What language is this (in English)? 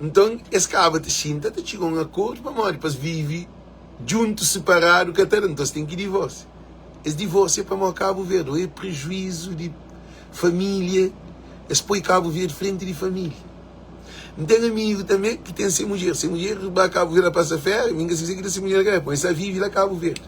Kabuverdianu